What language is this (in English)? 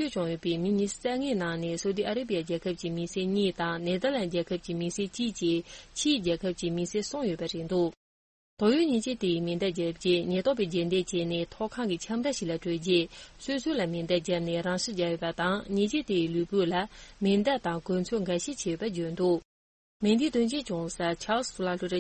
Tibetan